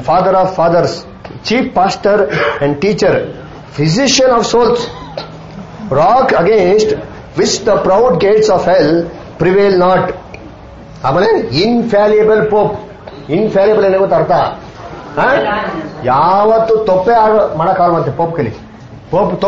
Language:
Kannada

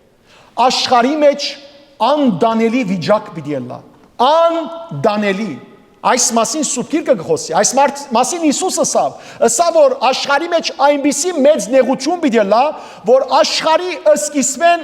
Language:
Western Armenian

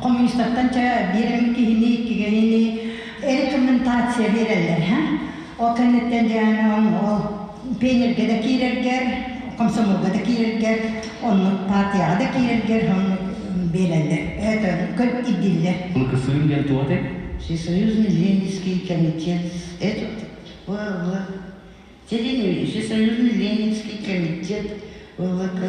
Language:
Yakut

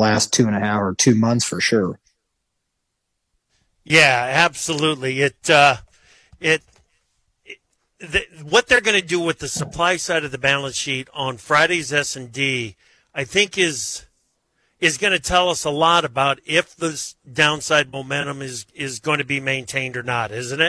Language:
English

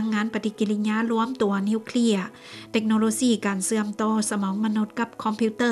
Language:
Lao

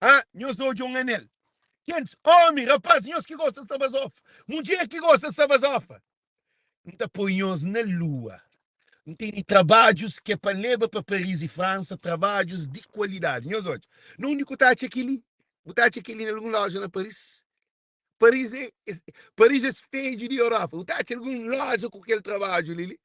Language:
Kabuverdianu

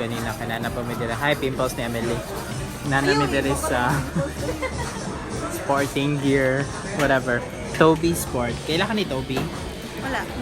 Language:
Cebuano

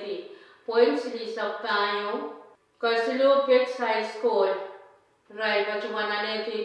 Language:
Pohnpeian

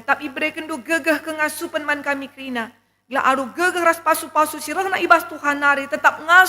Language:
Batak Karo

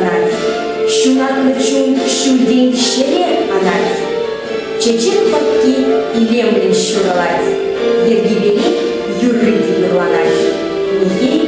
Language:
Chuvash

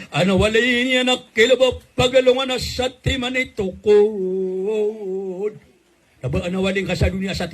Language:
Maranao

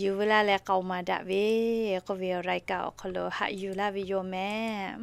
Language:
Lahu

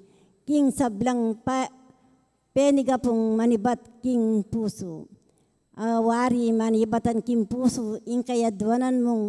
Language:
Pampanga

